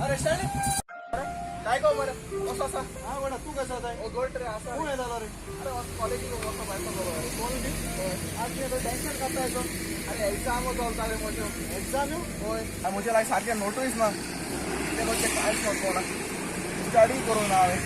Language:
Konkani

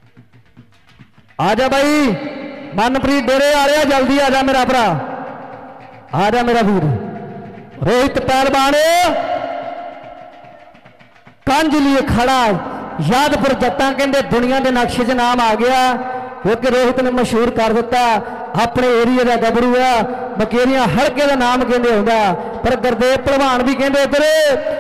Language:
Punjabi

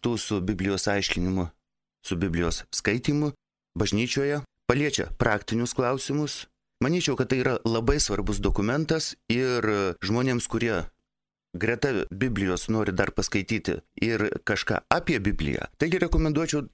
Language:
Lithuanian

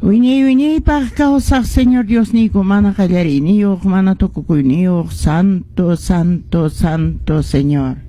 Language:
Quechua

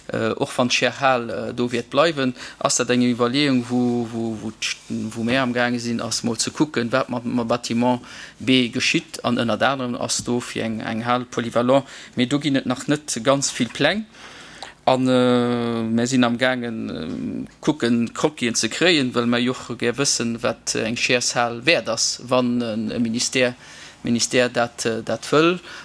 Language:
Luxembourgish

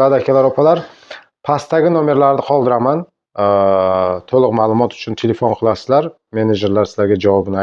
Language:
Uzbek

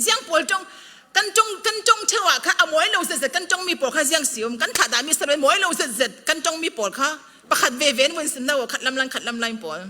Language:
Falam Chin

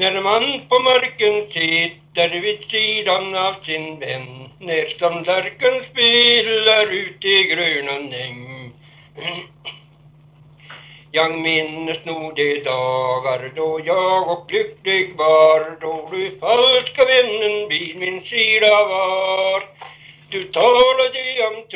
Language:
Swedish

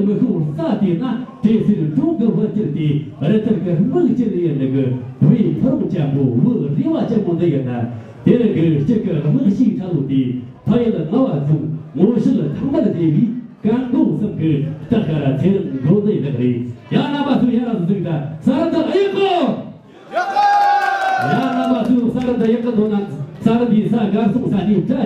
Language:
Tibetan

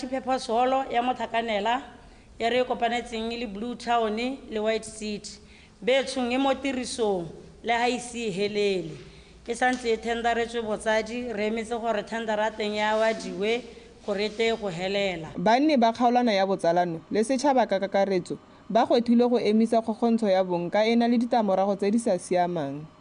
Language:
Tswana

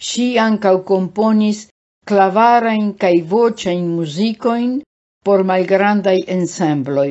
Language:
Esperanto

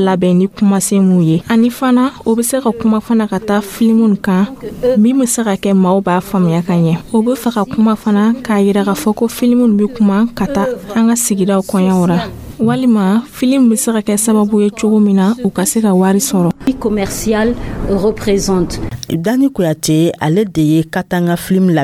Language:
Dyula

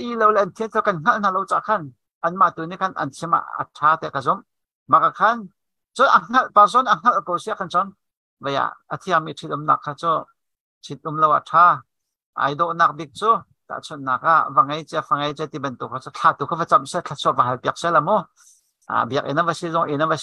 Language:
Hakha Chin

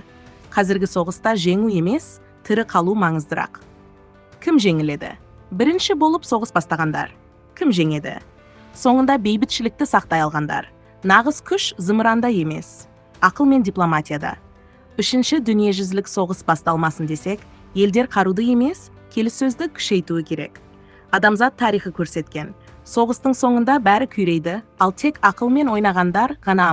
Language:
Kazakh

